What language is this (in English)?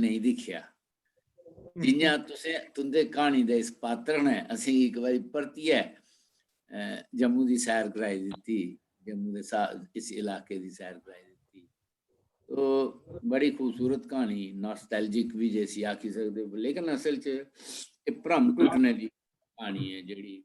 Dogri